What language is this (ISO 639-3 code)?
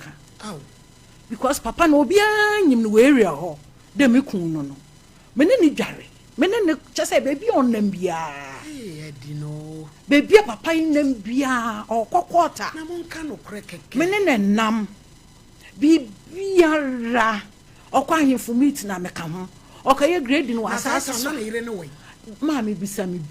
aka